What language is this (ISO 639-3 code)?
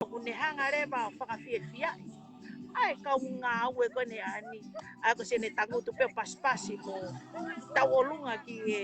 ton